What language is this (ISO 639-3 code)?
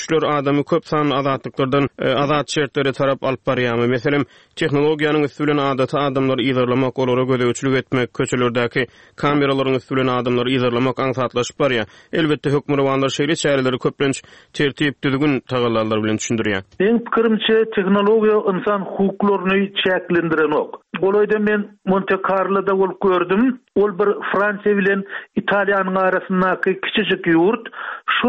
tuk